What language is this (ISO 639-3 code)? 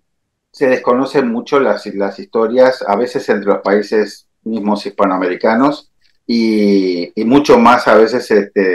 spa